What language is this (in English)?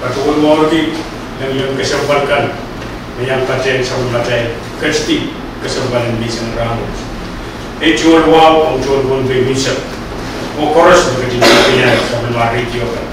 Pohnpeian